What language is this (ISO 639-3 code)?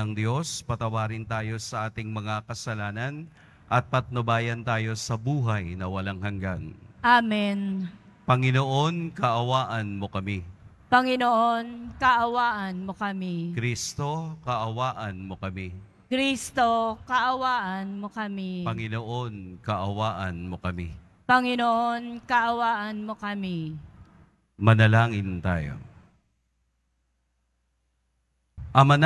fil